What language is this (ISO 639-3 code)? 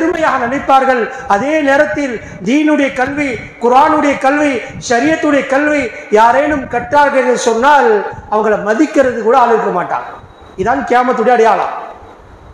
tam